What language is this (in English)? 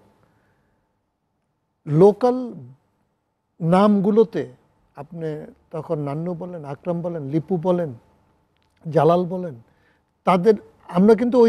Bangla